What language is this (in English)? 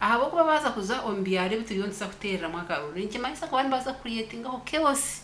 Nyankole